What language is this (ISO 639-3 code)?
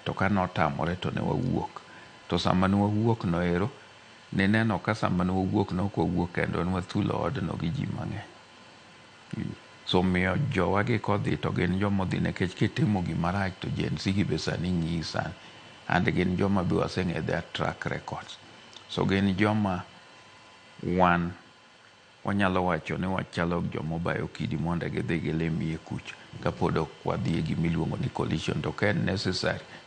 luo